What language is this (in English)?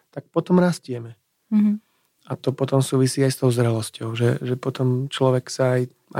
Slovak